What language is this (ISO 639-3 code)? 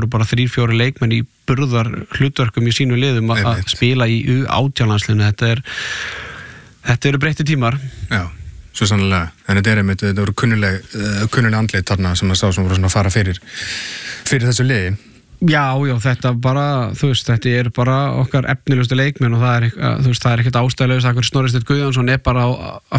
isl